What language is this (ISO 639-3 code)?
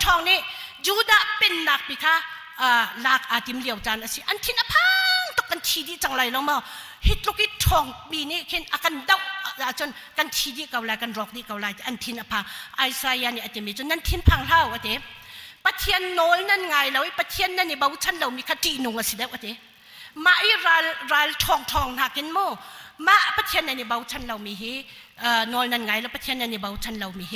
cnh